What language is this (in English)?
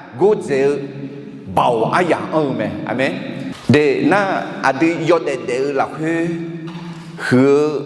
Akha